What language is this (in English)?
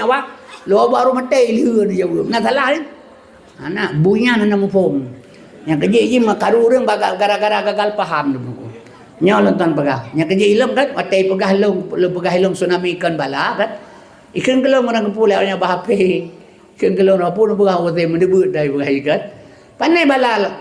Achinese